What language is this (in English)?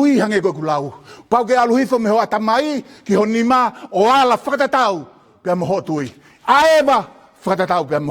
Tongan